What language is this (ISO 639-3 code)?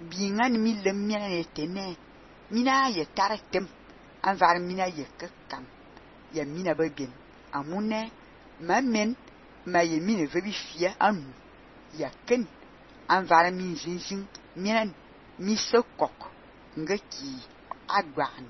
fan